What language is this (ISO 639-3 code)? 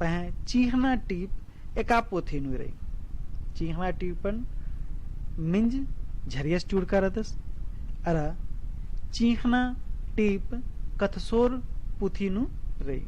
kru